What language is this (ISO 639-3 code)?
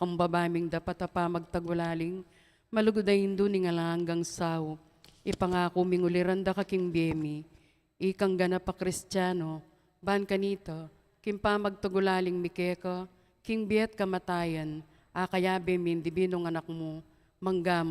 pam